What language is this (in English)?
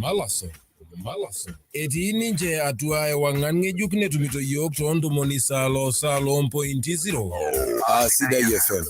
Masai